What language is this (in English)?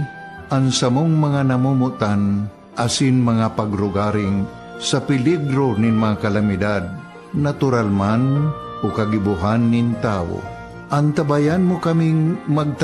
Bikol